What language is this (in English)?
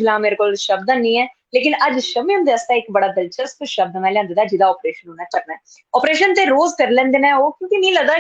Dogri